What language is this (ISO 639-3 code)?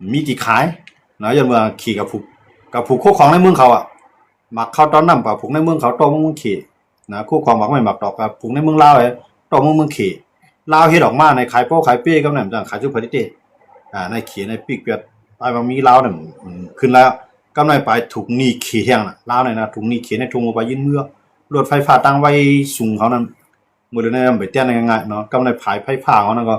shn